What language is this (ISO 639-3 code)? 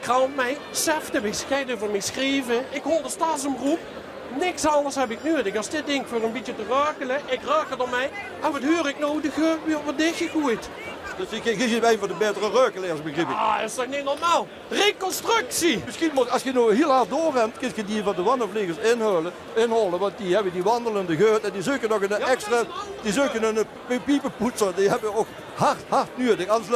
lim